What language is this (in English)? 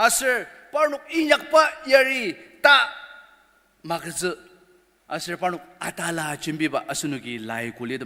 Ao Naga